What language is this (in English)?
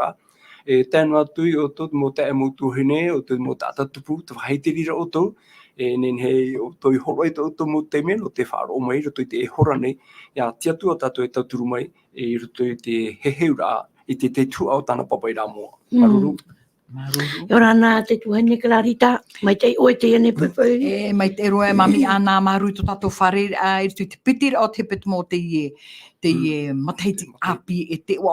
Tahitian